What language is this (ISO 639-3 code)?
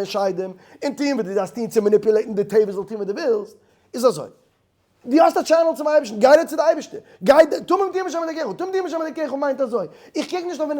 yid